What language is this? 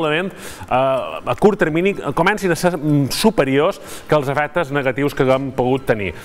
Catalan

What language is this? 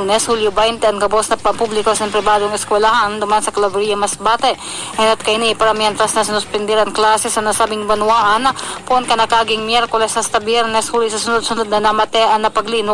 Bikol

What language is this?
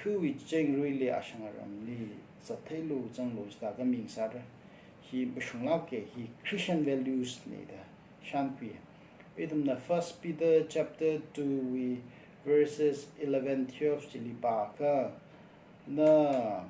Tangkhul Naga (India)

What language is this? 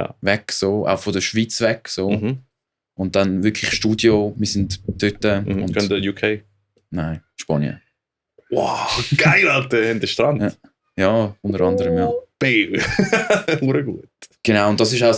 Swiss German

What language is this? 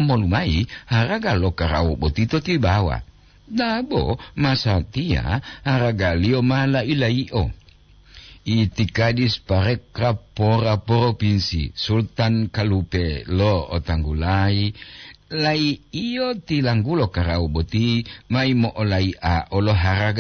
Gorontalo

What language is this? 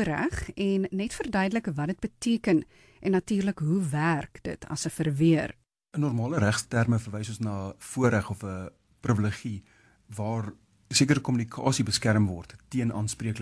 Afrikaans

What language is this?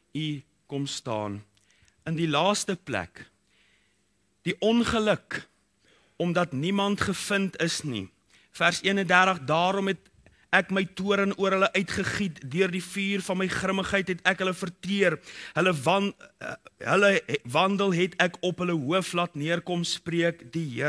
Afrikaans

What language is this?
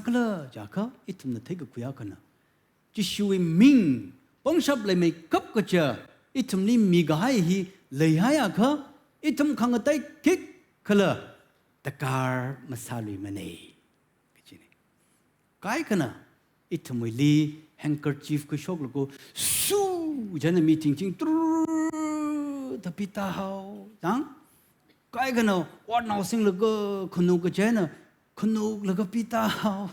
Tangkhul Naga (India)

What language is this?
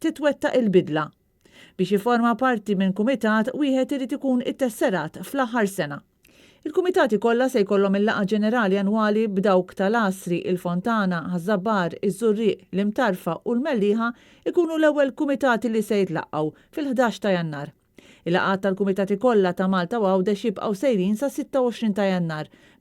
Maltese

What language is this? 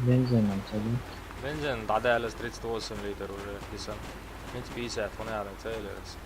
Chechen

